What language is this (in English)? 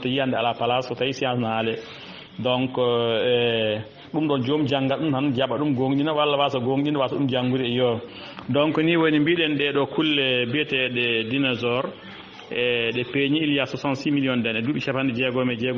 Fula